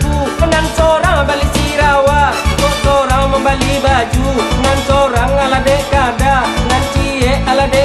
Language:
Minangkabau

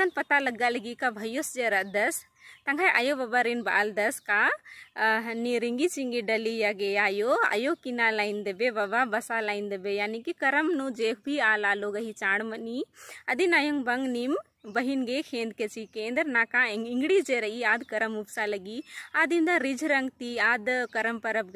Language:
Kurukh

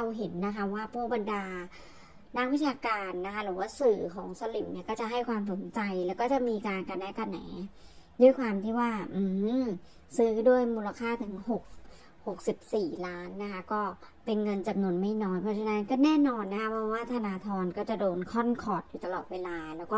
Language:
Thai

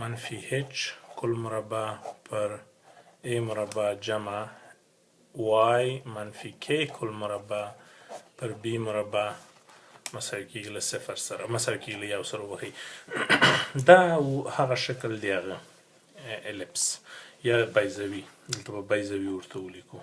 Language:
Pashto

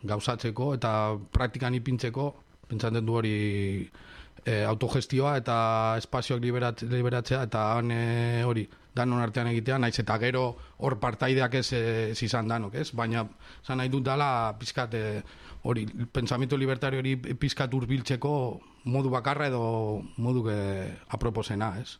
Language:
Basque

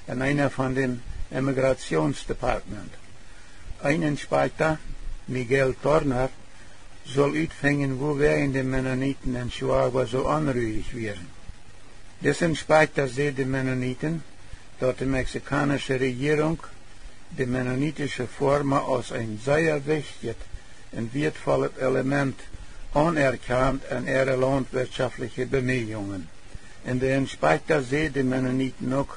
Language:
Plautdietsch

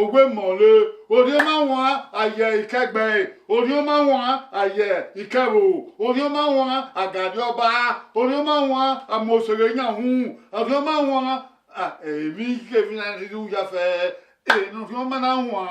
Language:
Bini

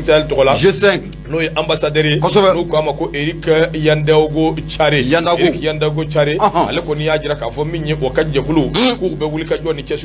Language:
Bambara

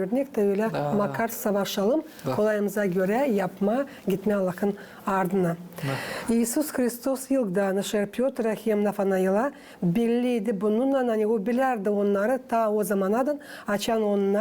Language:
Gagauz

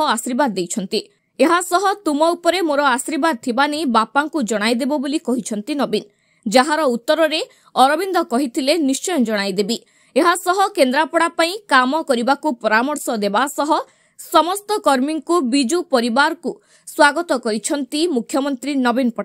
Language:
Odia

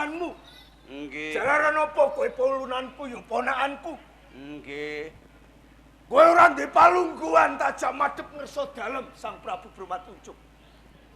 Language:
Javanese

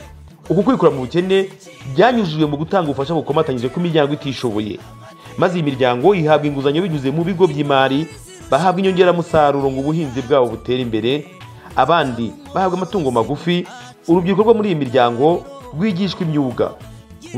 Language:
Kinyarwanda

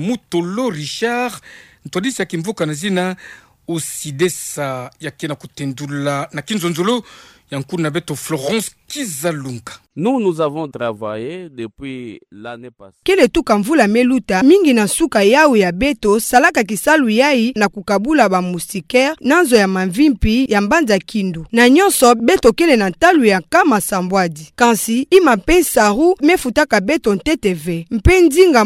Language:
Kituba (Democratic Republic of Congo)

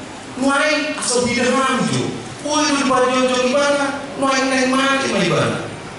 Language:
Batak Toba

